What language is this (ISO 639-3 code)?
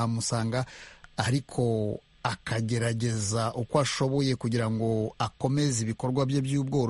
kin